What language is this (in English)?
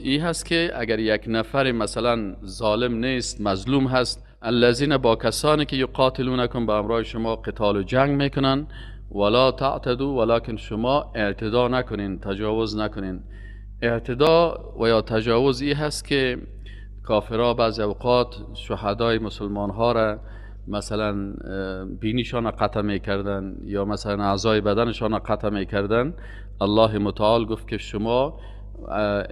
Persian